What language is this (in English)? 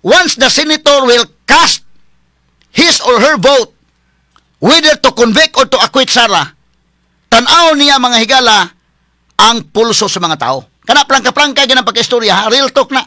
Cebuano